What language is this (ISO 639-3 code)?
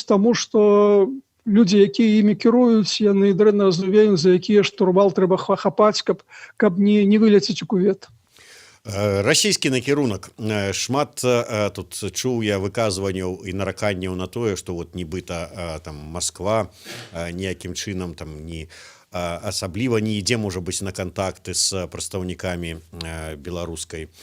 bel